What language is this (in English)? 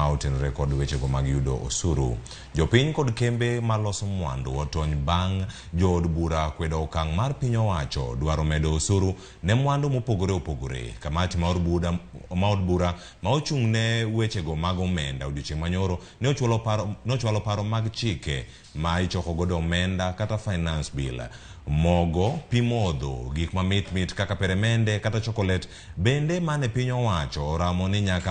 Luo (Kenya and Tanzania)